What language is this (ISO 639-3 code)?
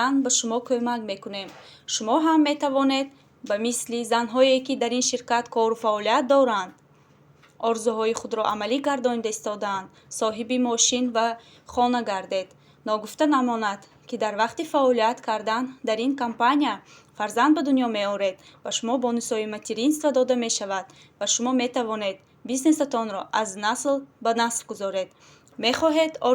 tgk